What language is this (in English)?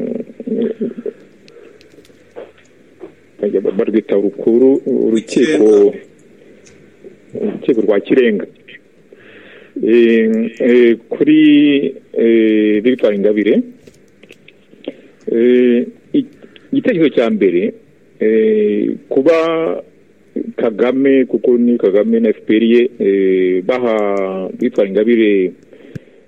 Kinyarwanda